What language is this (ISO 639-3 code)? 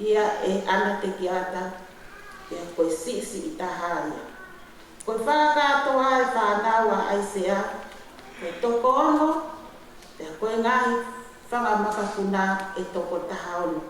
ton